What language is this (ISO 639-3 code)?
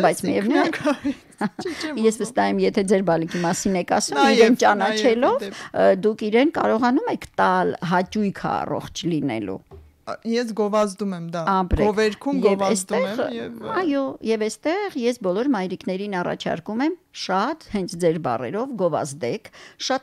hye